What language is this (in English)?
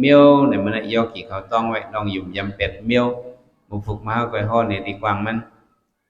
Shan